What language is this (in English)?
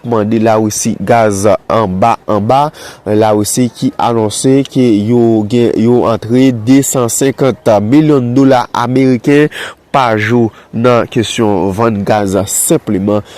Haitian Creole